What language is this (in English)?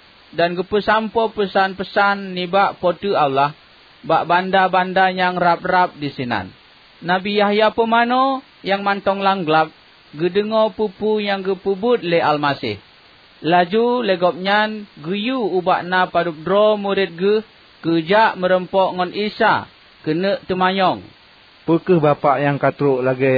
Achinese